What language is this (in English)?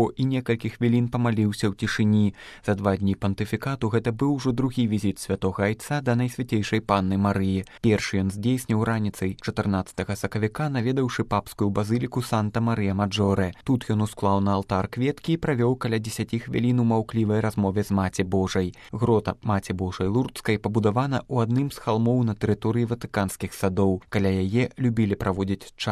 Belarusian